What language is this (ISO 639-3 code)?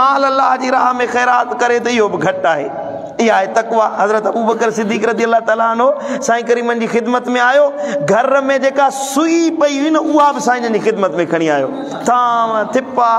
snd